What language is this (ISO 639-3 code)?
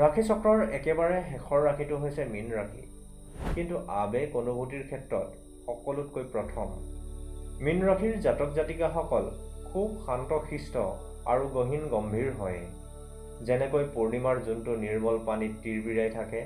asm